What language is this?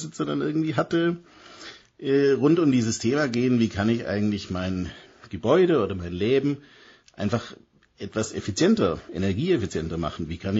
German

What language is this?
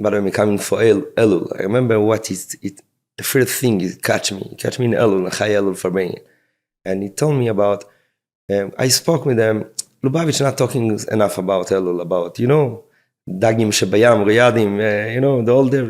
Yiddish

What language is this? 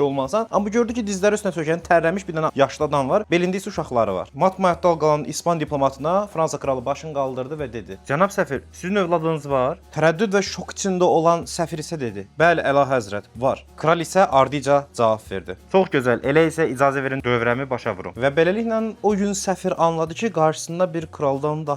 Azerbaijani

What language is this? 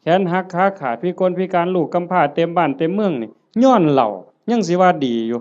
Northeastern Thai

